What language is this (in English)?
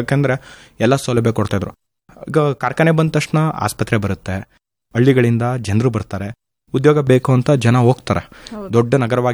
Kannada